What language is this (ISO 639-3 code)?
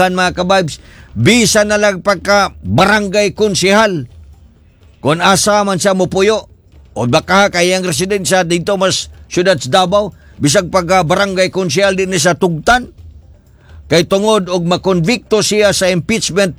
ceb